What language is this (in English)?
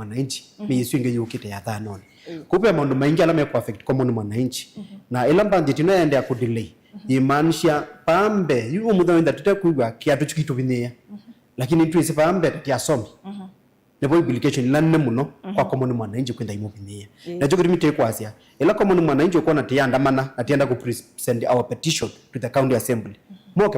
Kamba